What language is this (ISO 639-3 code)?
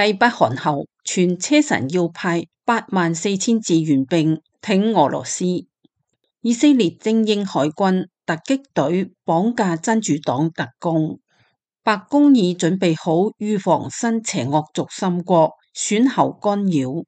yue